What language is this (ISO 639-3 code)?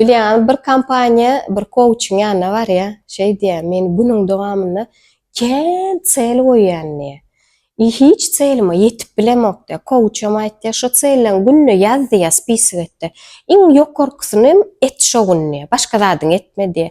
tuk